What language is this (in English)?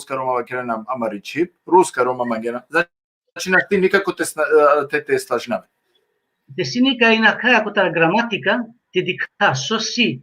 Balkan Romani